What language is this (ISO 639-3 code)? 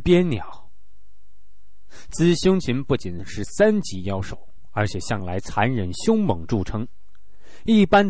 zho